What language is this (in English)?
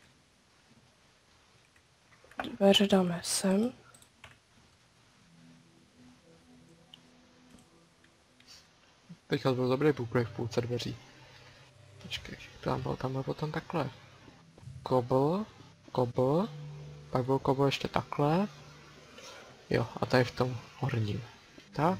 Czech